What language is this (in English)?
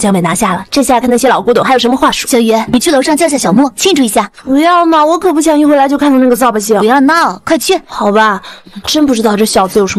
Chinese